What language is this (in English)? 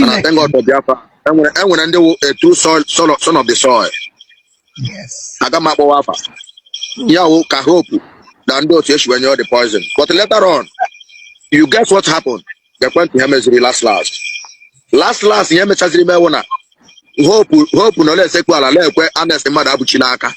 Igbo